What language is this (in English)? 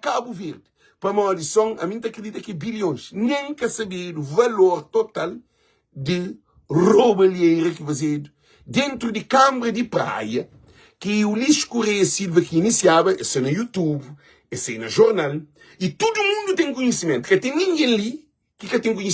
Kabuverdianu